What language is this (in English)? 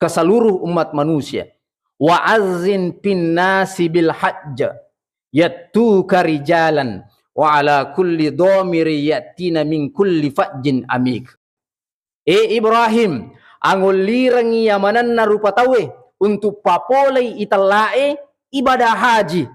Buginese